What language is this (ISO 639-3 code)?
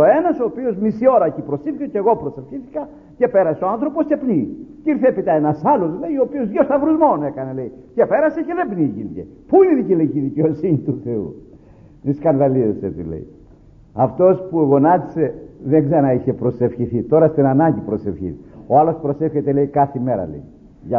ell